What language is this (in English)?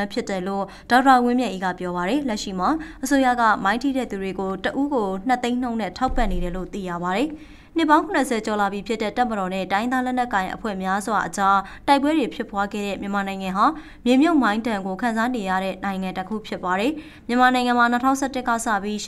Burmese